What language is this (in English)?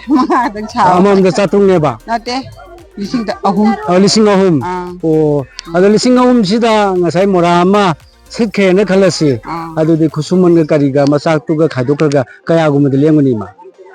Manipuri